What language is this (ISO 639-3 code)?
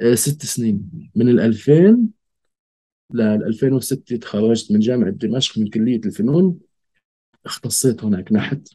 apc